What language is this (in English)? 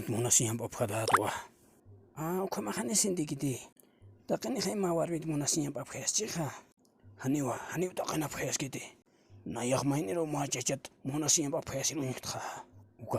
Aymara